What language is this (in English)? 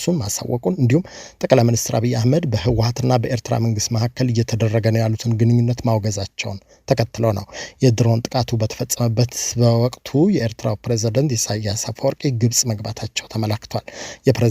Amharic